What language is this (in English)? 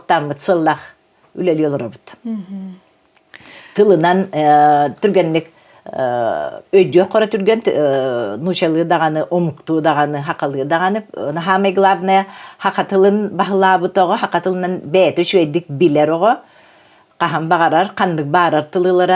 Yakut